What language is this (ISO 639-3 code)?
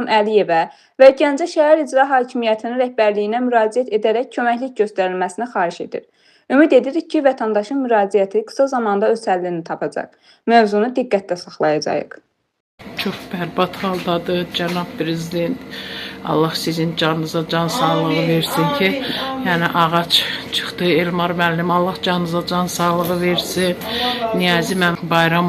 aze